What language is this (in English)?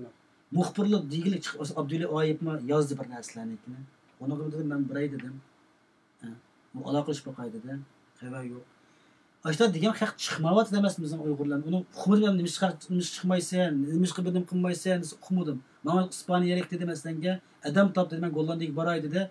Uyghur